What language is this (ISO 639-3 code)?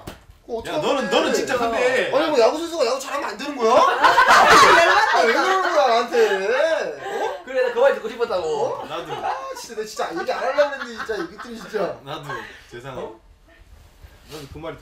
kor